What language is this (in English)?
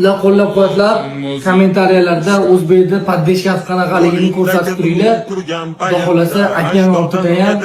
Uzbek